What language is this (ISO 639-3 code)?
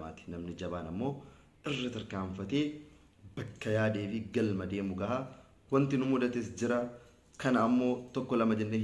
orm